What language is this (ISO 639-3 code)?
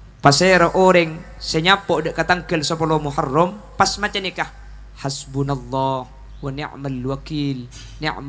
mad